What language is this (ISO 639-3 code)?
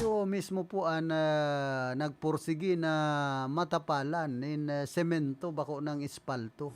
bik